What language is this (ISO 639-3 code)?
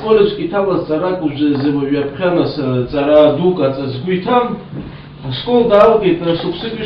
abk